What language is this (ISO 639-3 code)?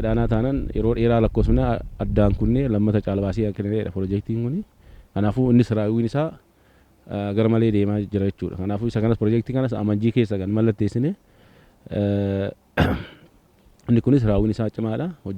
orm